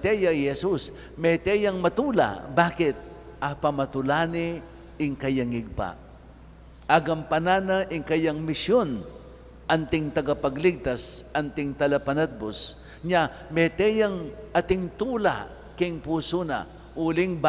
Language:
Pampanga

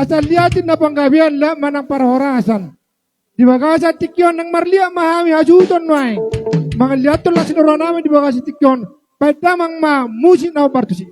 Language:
Batak Toba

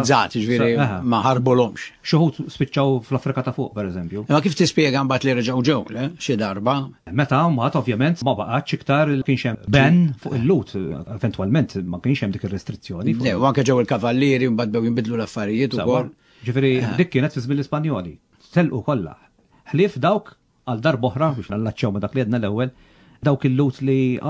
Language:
Maltese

